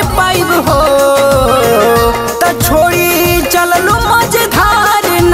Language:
Bhojpuri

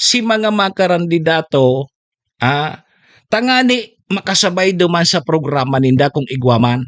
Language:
Bikol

